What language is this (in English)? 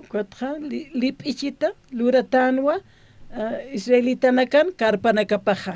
Aymara